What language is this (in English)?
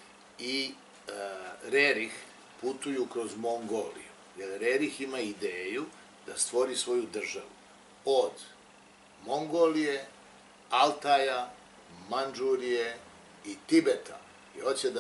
Serbian